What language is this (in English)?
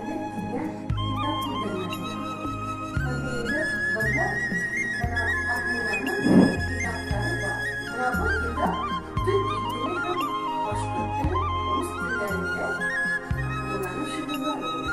Bashkir